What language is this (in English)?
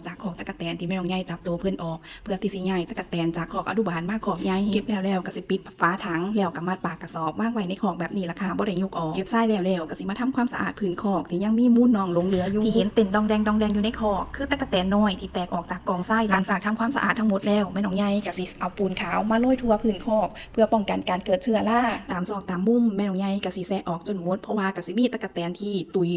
Northeastern Thai